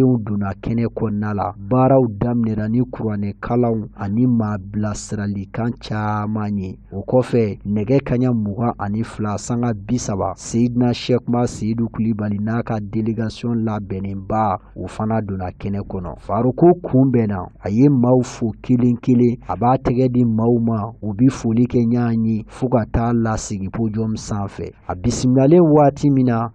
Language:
Bambara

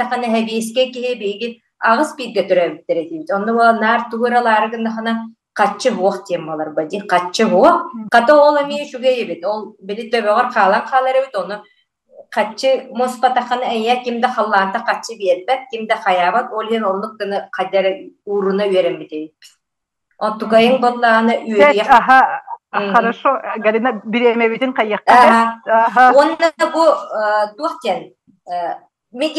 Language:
Yakut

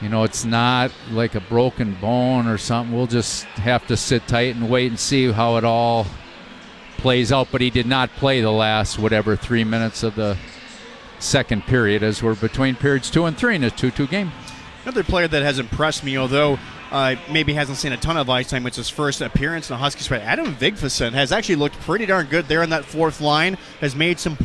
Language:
English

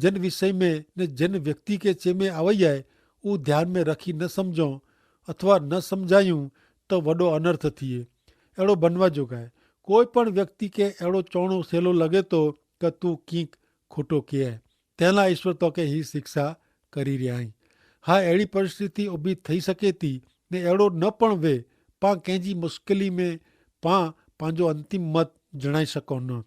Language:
Kachhi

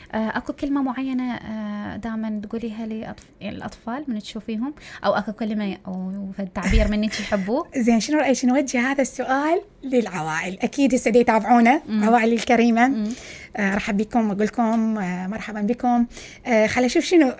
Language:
Mesopotamian Arabic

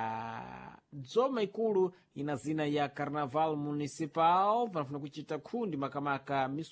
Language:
Sena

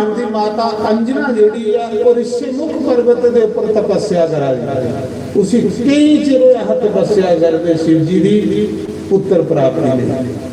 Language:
Dogri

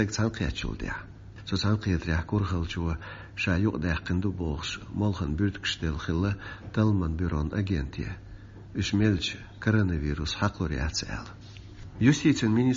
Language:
Chechen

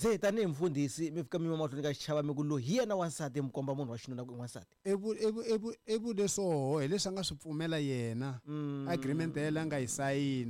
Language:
Tsonga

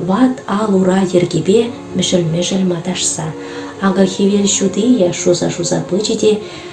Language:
Chuvash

